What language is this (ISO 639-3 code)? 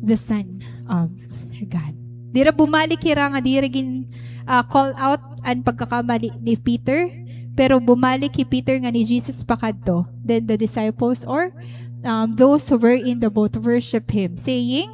war